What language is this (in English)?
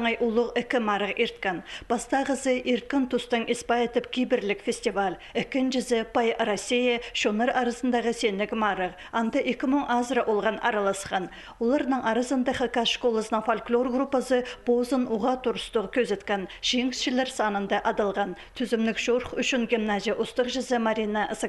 Khakas